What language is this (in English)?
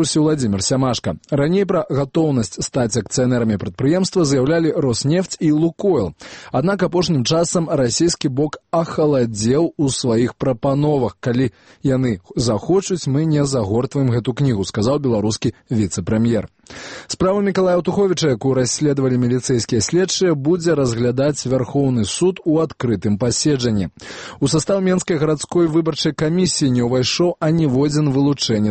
Belarusian